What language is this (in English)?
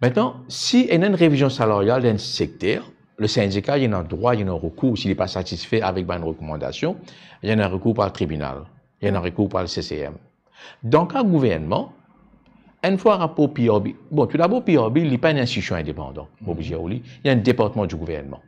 Morisyen